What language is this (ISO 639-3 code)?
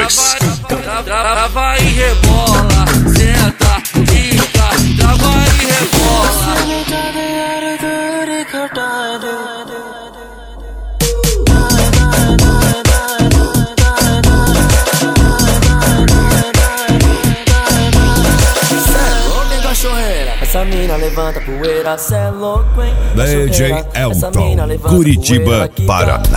por